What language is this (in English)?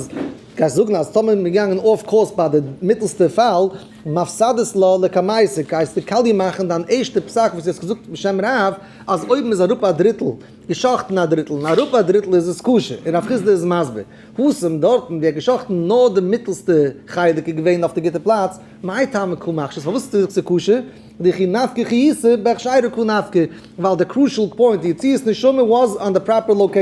Yiddish